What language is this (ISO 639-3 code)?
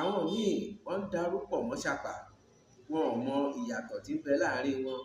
yor